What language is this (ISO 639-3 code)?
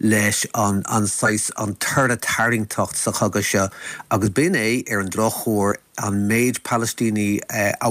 gle